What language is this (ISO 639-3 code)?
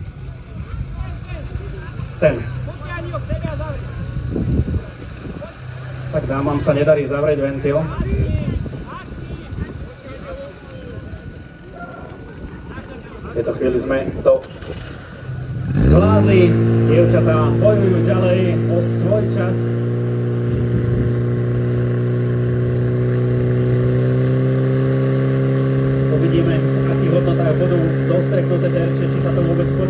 slk